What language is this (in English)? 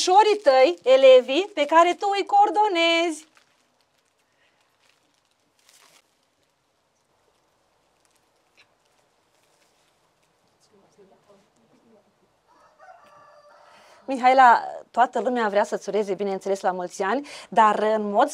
Romanian